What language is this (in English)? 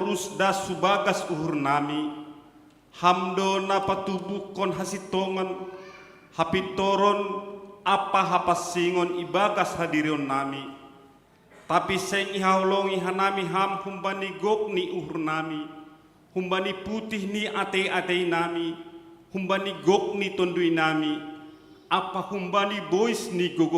Batak Simalungun